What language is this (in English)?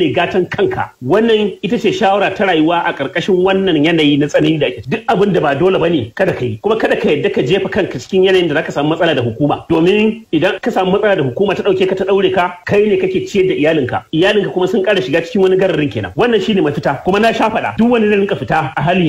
Hausa